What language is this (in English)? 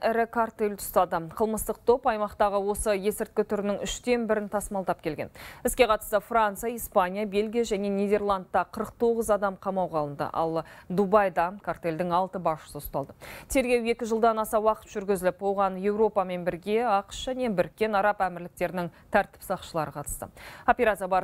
Kazakh